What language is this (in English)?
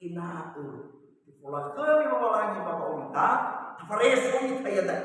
Nias